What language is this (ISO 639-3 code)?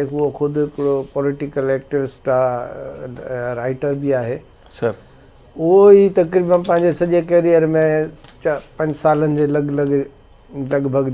snd